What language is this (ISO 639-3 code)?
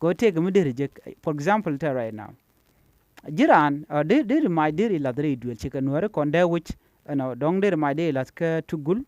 nus